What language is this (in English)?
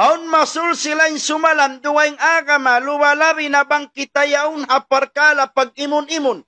Tausug